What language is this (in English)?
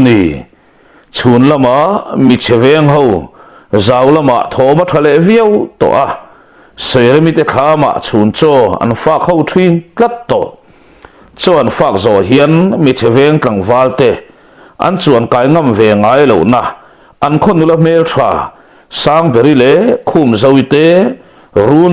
Mizo